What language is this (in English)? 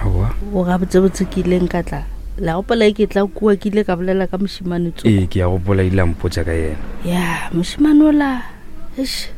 Northern Sotho